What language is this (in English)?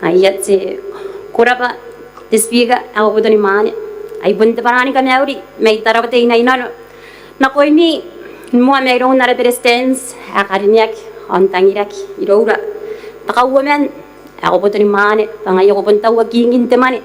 Gilbertese